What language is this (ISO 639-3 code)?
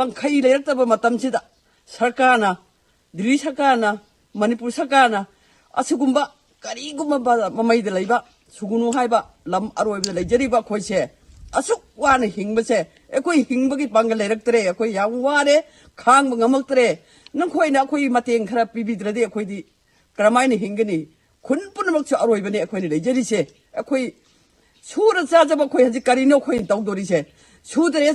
mni